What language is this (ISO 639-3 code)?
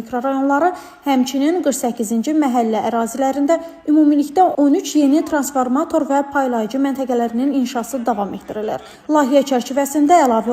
aze